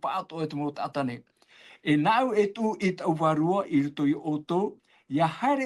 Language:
Tahitian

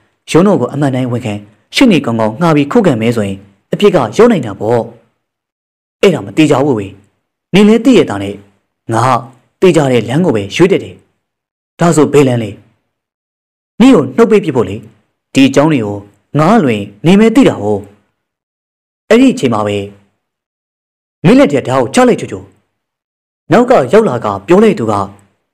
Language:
Burmese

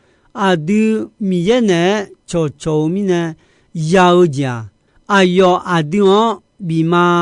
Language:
Akha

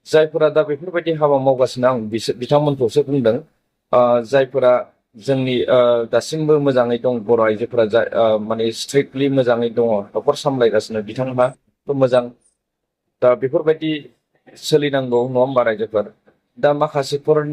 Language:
Bodo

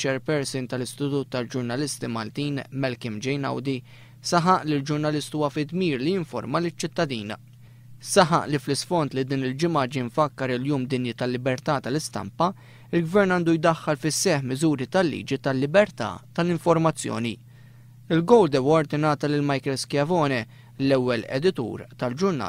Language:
Maltese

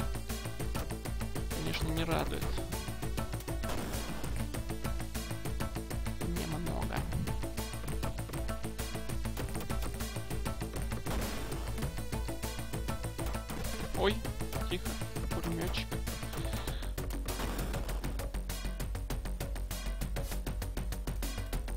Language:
Russian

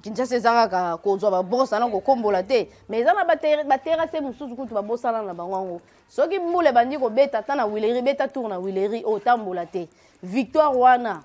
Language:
Lingala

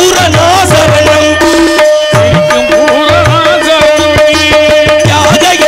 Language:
Tamil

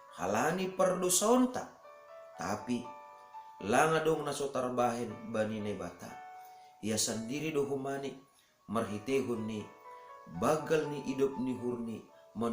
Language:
Batak Simalungun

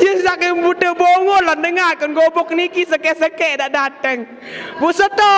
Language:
Sasak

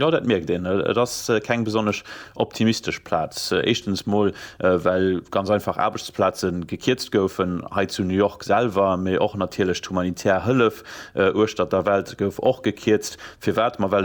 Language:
Luxembourgish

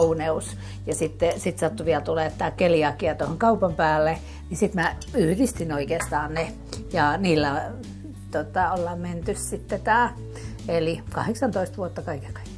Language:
Finnish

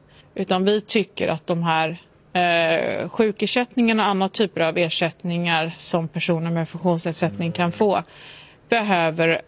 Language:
Swedish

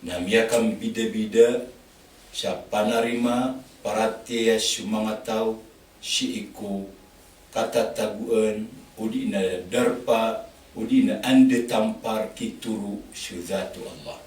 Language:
Maranao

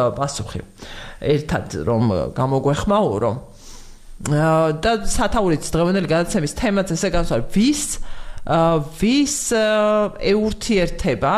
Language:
Georgian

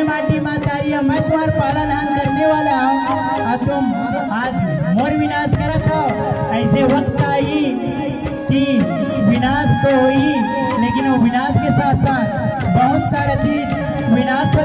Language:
Chhattisgarhi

